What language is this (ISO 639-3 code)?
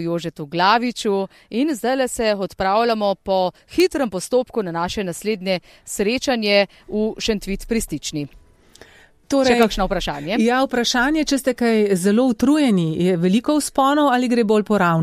slv